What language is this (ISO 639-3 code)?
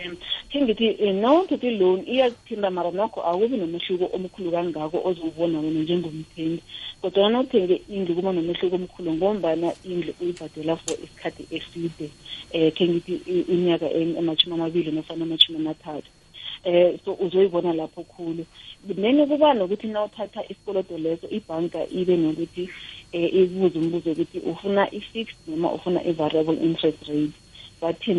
nbl